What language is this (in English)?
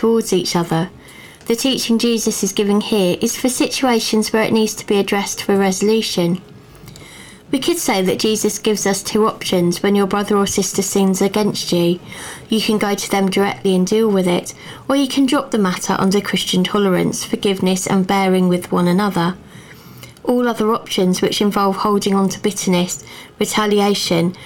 English